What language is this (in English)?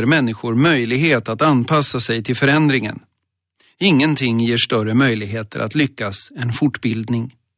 Swedish